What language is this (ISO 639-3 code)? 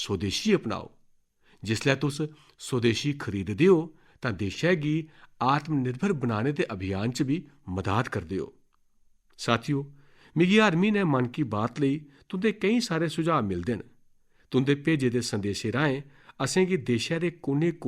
doi